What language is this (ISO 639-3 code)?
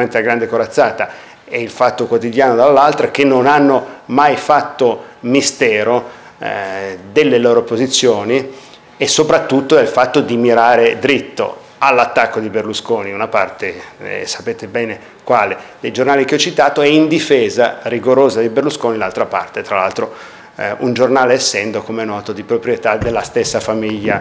ita